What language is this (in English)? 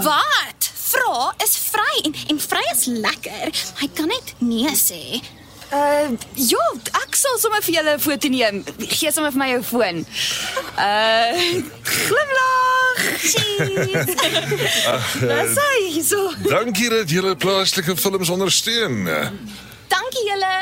Afrikaans